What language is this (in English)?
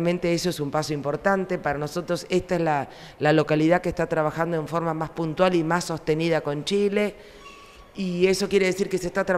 Spanish